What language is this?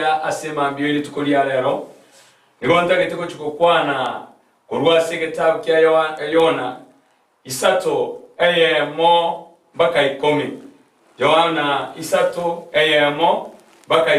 Gusii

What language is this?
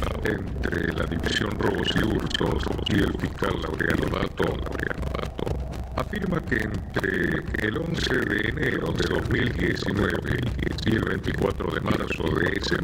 Spanish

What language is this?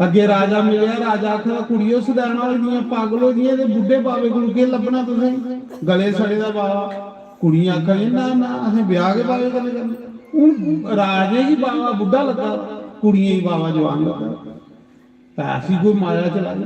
Dogri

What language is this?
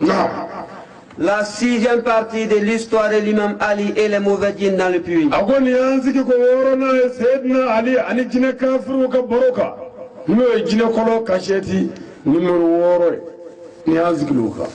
Bambara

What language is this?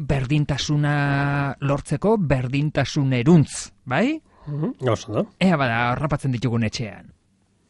Basque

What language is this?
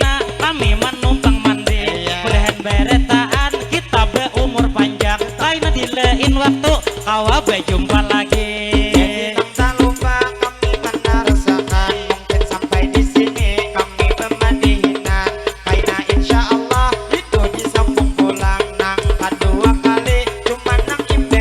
Banjar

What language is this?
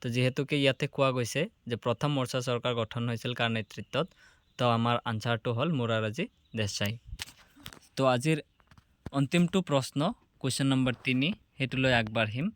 Assamese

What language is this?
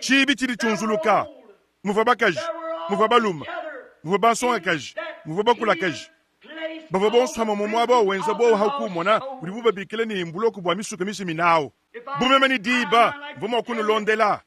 Luba-Lulua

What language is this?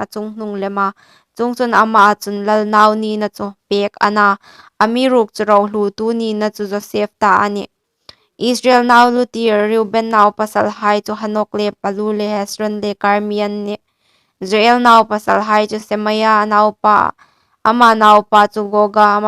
Hmar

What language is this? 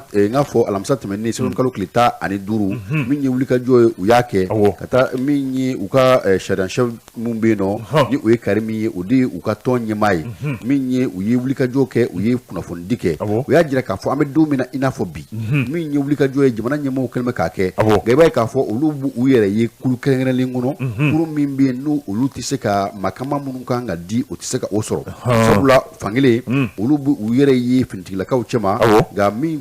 Bambara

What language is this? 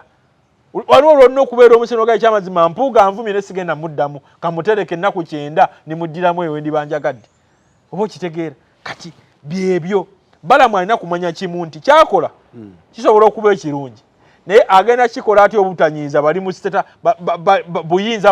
Ganda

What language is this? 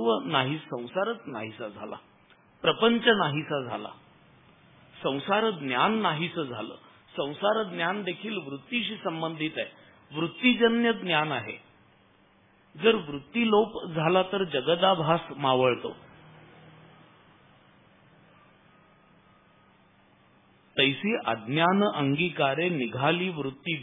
Marathi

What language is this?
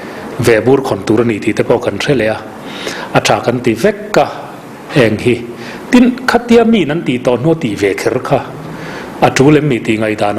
Mizo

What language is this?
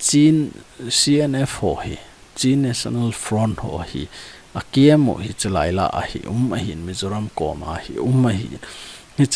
Thado Chin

